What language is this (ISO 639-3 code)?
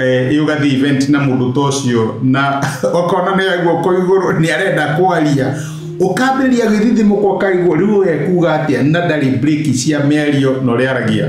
kik